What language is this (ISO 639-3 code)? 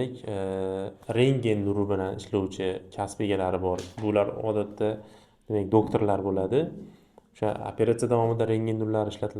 uzb